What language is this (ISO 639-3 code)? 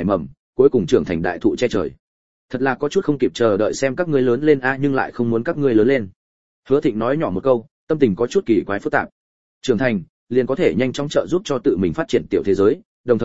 vie